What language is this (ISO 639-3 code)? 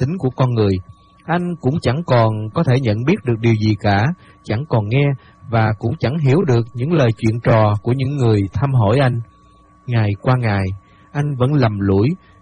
vie